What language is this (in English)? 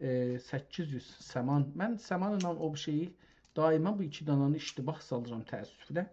South Azerbaijani